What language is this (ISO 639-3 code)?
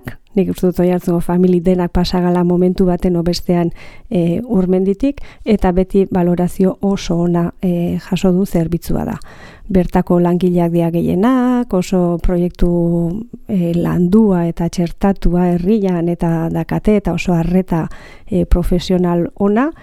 eus